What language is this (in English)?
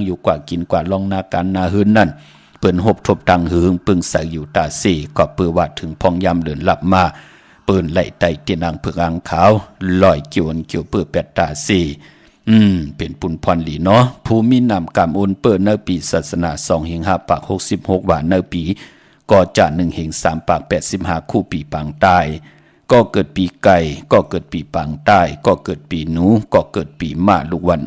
Shan